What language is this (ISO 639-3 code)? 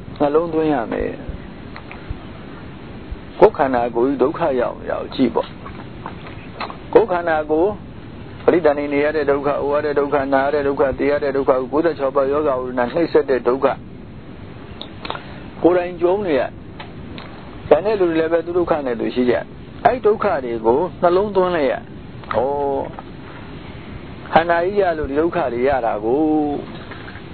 mya